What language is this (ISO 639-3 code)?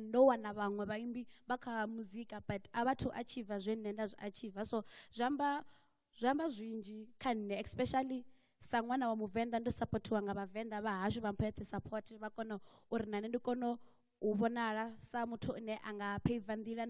ven